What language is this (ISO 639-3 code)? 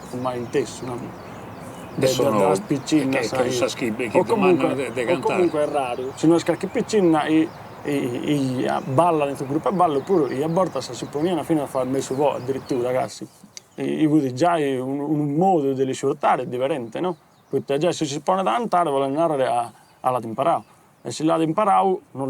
srd